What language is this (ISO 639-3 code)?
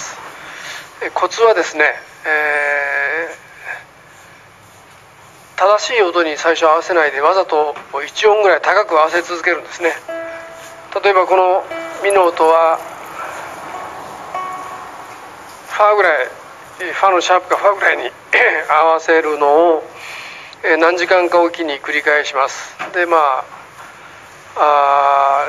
jpn